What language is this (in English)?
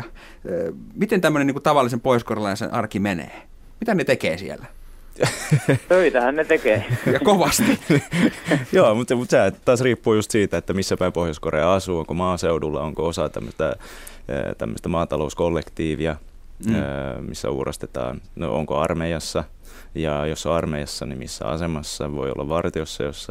Finnish